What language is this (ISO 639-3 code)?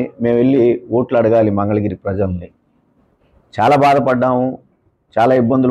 tel